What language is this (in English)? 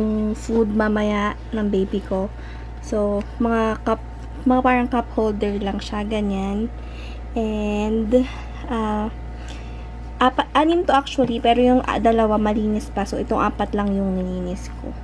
Filipino